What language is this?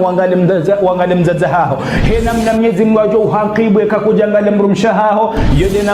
Ngazidja Comorian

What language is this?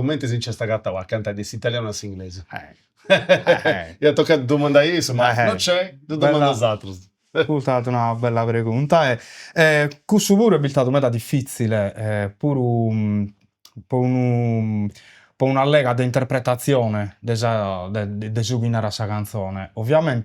Sardinian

